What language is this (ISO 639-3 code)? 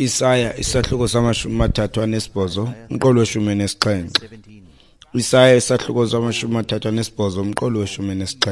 xho